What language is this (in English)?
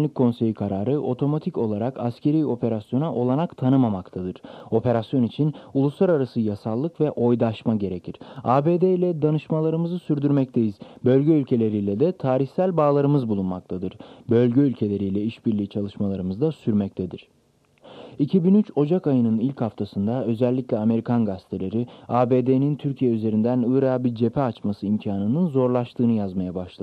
Turkish